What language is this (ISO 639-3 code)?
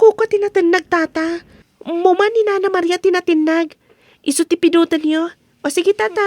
ilo